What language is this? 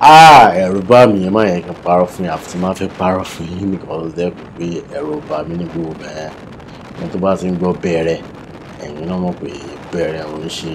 Yoruba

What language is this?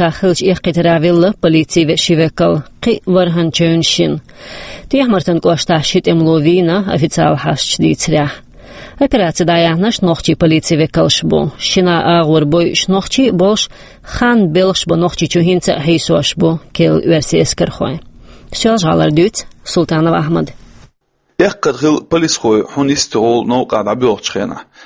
Chechen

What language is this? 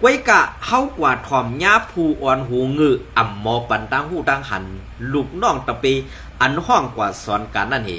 Shan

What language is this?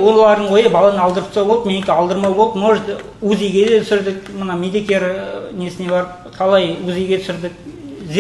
Kazakh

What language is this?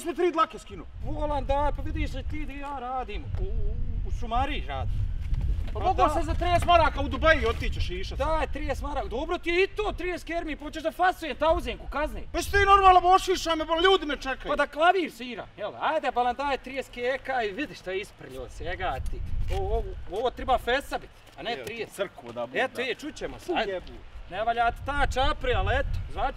Bosnian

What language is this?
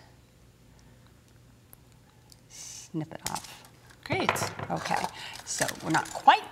English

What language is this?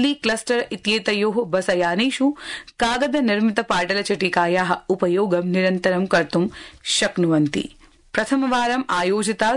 Sanskrit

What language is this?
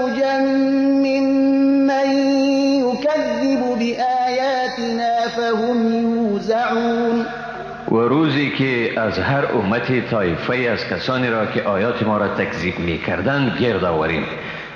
Persian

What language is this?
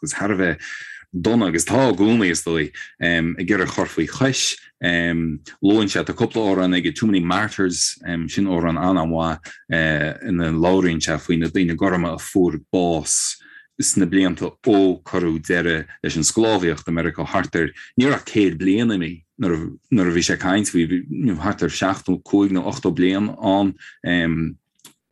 Irish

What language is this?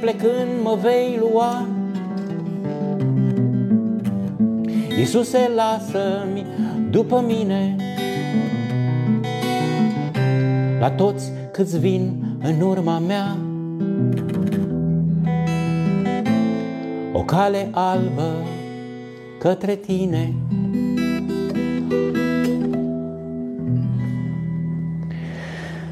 Romanian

